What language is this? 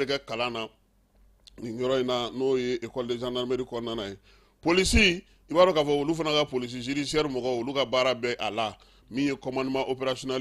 Bambara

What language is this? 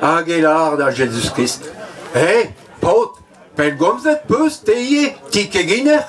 Breton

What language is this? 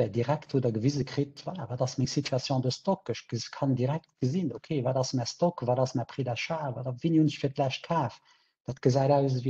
Luxembourgish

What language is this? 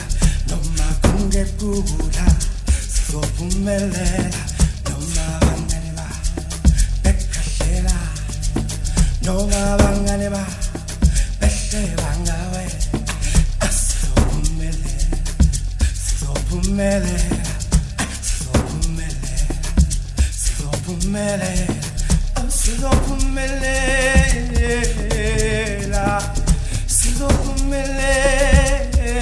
Zulu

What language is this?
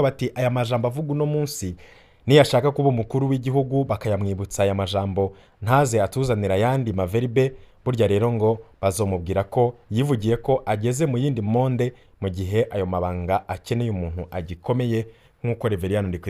Rundi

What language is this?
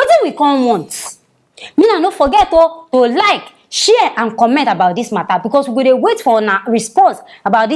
Nigerian Pidgin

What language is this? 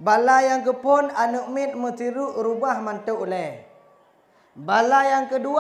Achinese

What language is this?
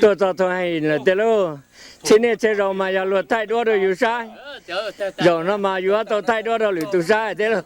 Hmong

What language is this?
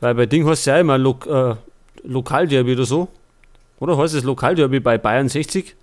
Bavarian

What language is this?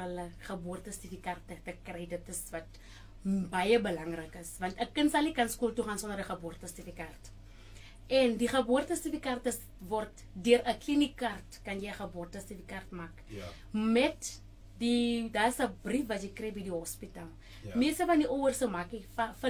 Afrikaans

